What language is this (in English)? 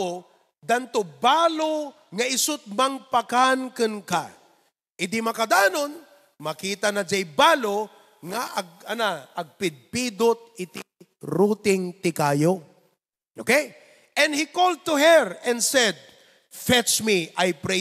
Iloko